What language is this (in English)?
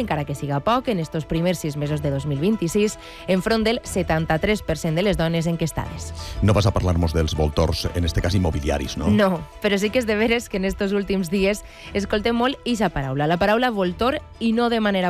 Catalan